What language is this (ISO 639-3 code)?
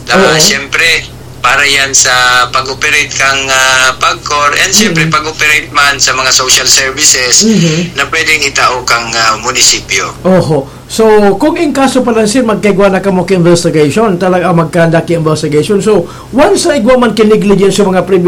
bik